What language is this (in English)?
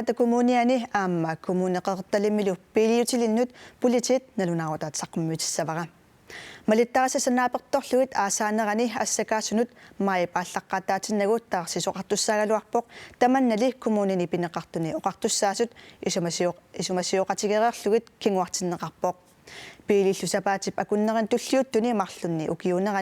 Kalaallisut